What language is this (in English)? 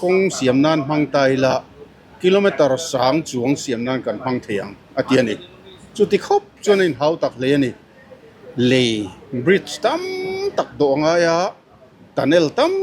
Mizo